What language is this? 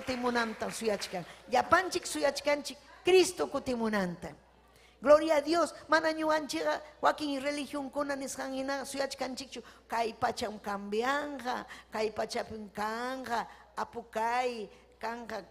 Ayacucho Quechua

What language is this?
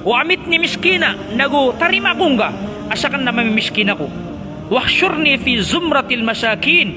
Maranao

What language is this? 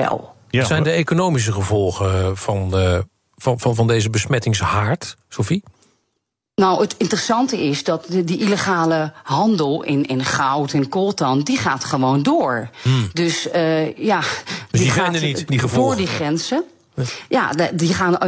Dutch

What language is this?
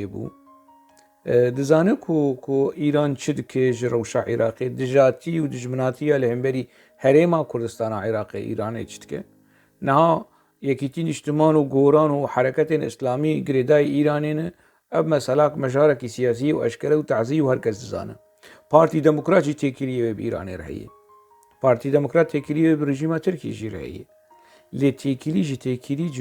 Kurdish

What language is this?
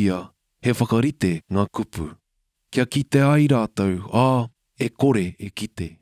Māori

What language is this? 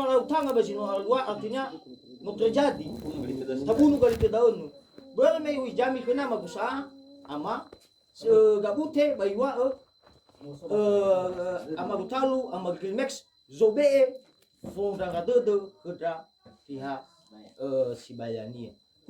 Nias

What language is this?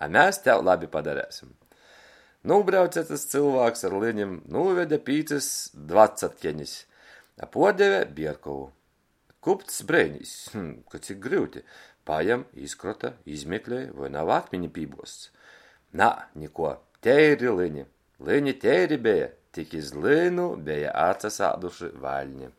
Latgalian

